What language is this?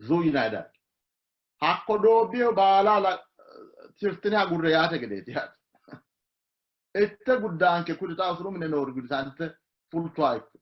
Sidamo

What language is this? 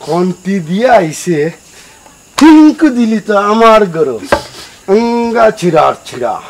Sylheti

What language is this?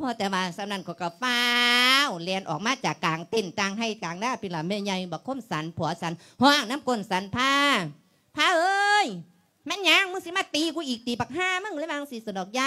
Lao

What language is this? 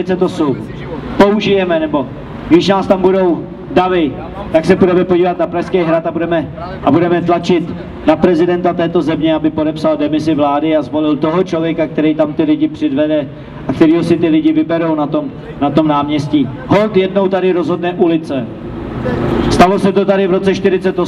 Czech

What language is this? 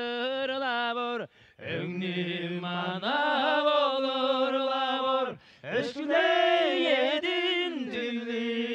Tuvinian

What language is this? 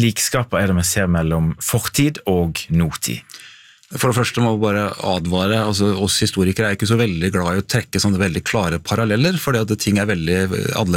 Norwegian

